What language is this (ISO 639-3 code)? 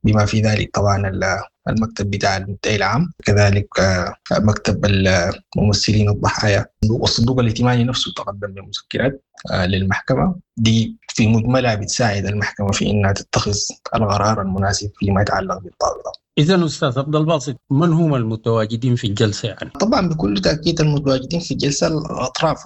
apd